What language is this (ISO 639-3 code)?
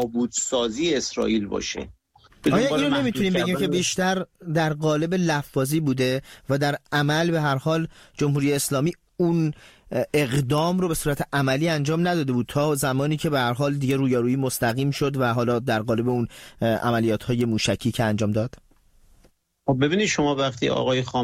fas